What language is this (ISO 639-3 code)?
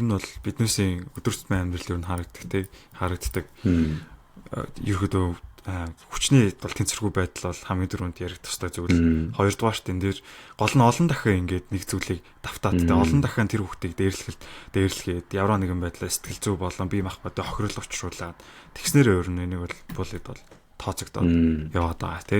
mon